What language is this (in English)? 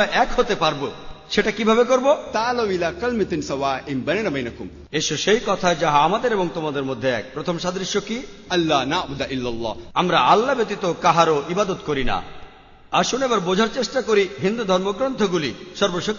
Bangla